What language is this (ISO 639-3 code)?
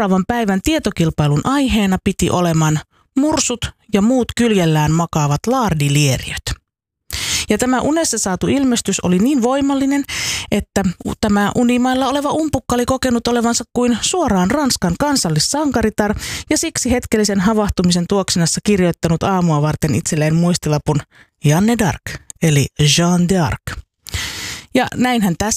fin